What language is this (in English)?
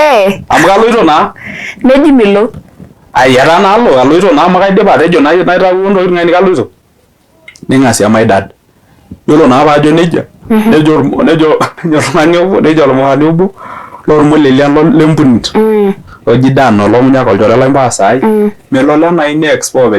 Masai